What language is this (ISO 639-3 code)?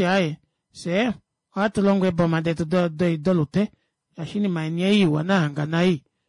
kua